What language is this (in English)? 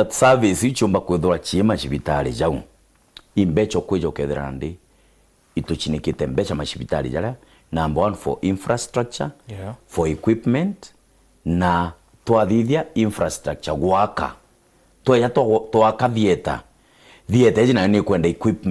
Meru